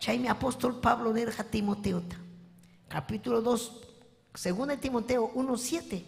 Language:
Ayacucho Quechua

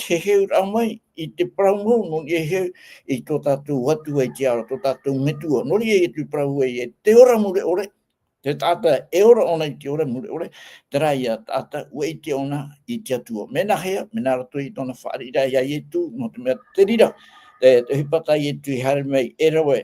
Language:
Tahitian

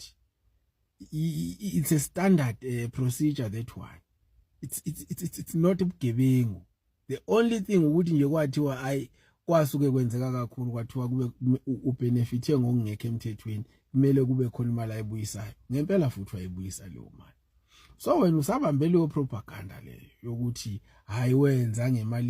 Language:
Zulu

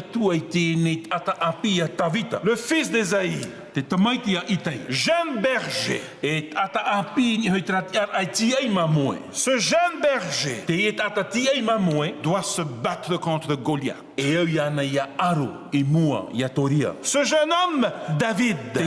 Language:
Tahitian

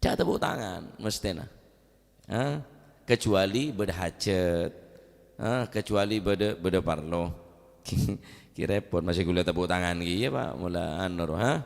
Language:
Madurese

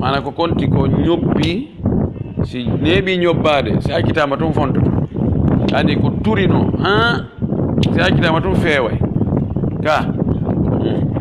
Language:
Pular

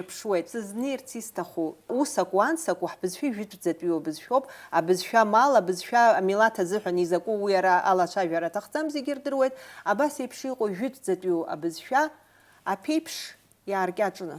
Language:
Abkhazian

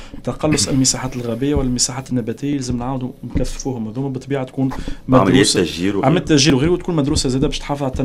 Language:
Tunisian Arabic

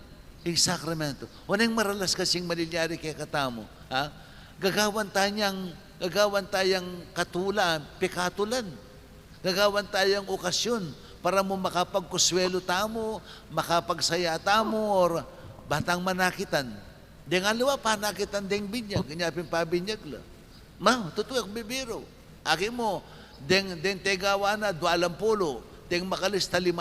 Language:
Pampanga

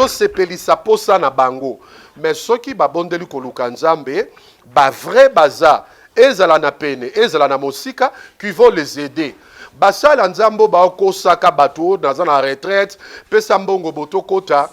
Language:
Lingala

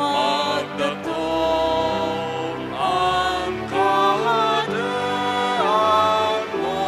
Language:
Bikol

